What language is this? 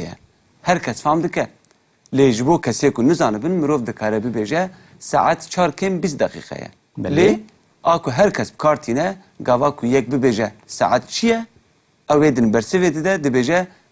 Kurdish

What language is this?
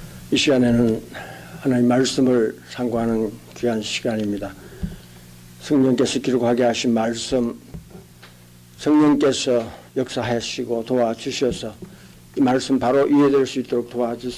Korean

